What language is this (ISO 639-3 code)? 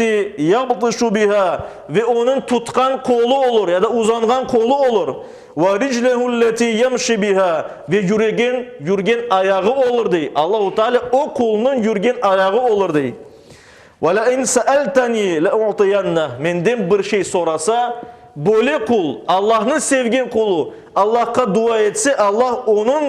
crh